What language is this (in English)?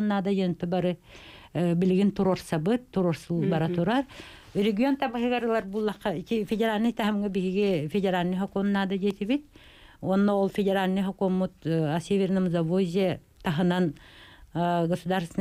Yakut